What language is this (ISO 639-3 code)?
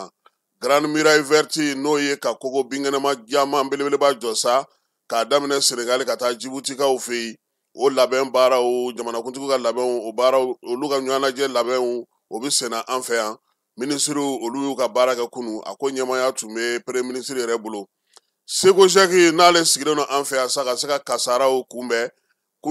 bam